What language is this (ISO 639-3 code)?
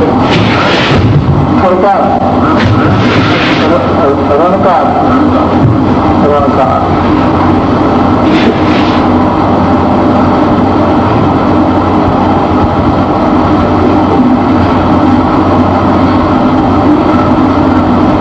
hin